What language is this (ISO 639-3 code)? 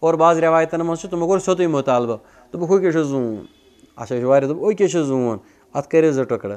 kas